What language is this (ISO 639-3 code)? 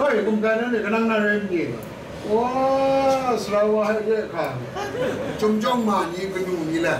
kac